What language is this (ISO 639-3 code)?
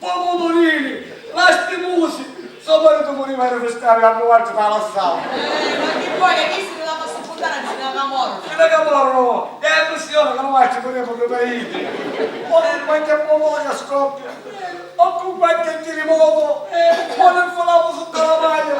scn